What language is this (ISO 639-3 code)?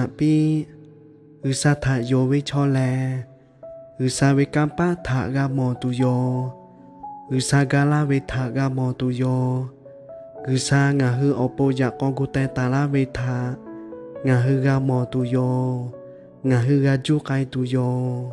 lhu